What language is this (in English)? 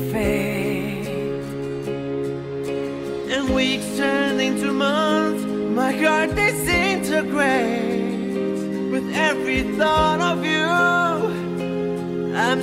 English